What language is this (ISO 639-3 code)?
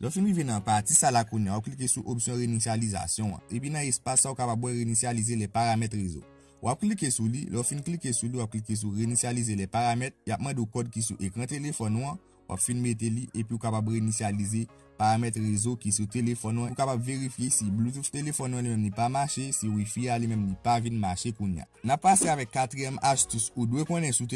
hat